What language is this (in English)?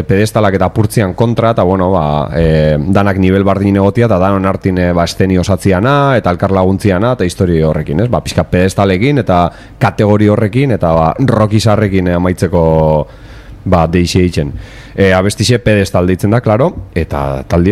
Basque